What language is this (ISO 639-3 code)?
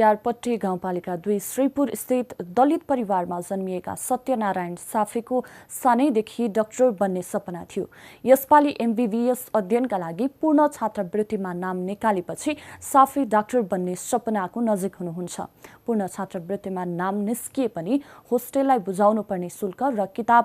nep